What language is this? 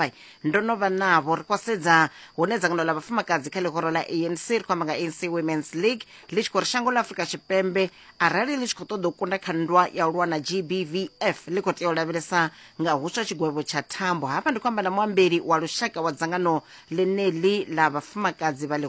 Venda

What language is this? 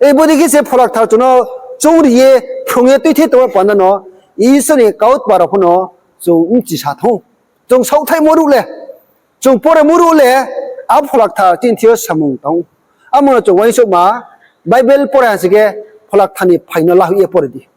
Riang (India)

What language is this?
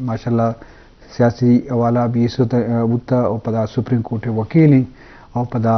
Eastern Balochi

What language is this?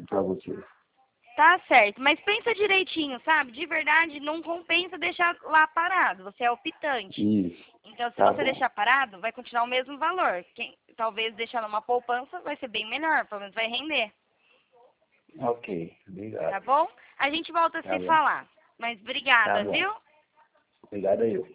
Portuguese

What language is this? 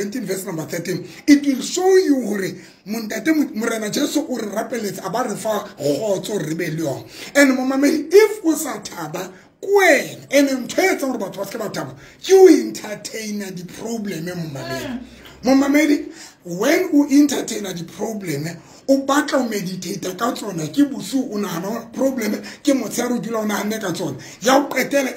Tswana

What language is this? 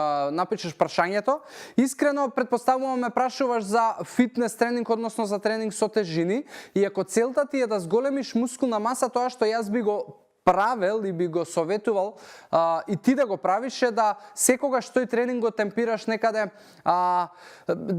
Macedonian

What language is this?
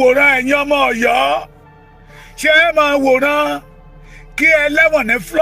Yoruba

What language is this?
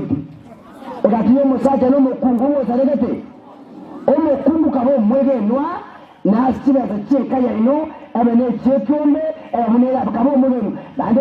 Gusii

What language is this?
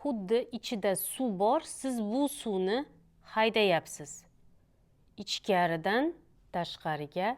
Uzbek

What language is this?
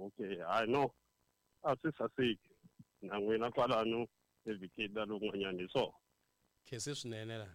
Tsonga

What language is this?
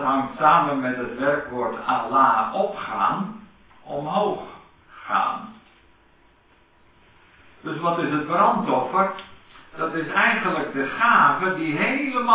Dutch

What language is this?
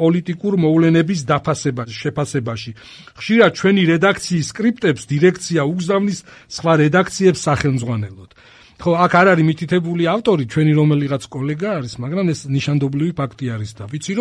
Georgian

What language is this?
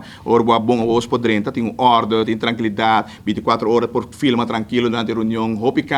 Papiamento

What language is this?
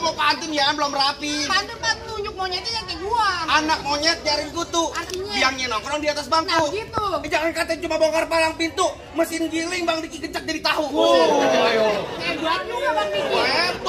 Betawi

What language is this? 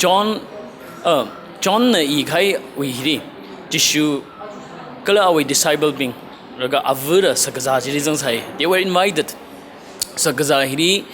Tangkhul Naga (India)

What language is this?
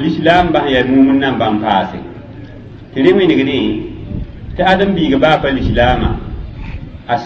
Mossi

